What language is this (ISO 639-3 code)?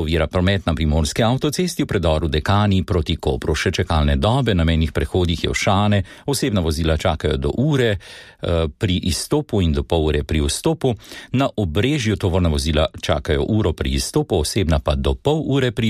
slv